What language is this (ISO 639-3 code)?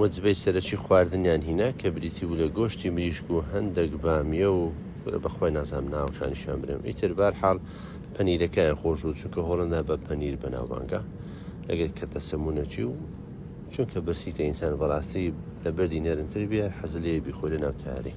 ckb